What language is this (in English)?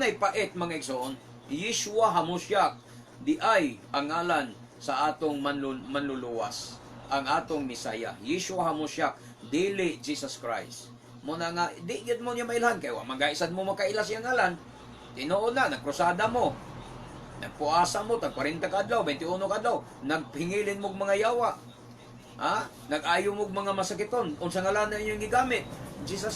Cebuano